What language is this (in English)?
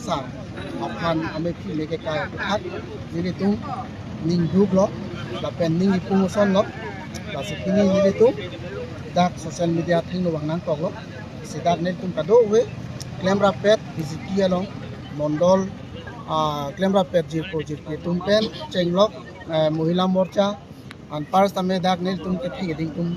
Karbi